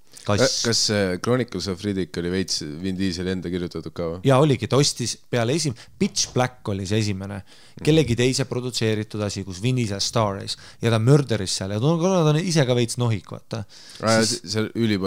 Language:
Estonian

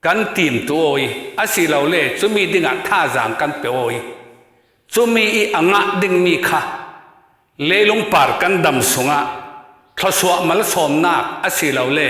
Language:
Falam Chin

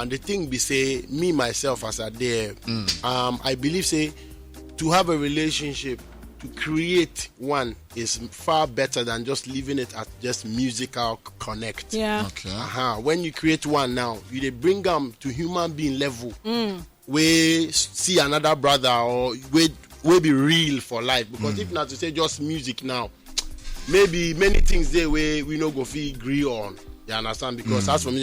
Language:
Nigerian Pidgin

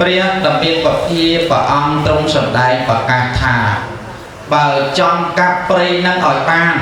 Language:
Khmer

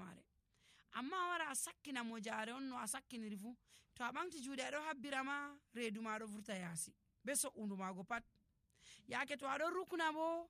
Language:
Nigerian Fulfulde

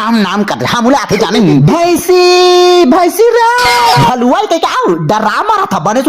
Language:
Chhattisgarhi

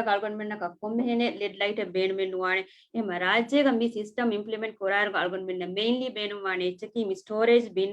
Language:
Divehi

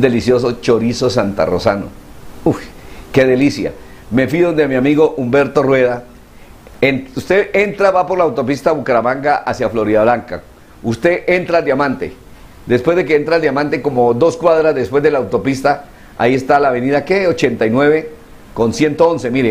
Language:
Spanish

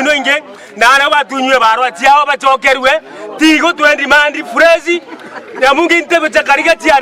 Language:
Meru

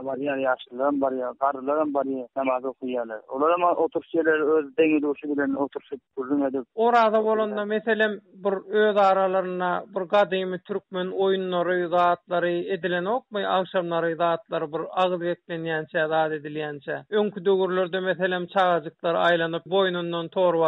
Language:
Turkmen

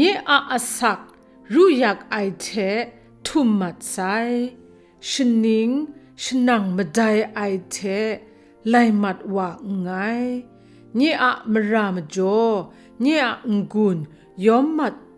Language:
Kachin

